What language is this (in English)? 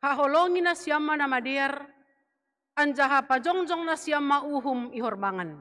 Batak Simalungun